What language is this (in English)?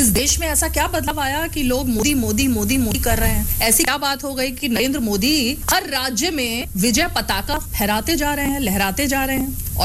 Hindi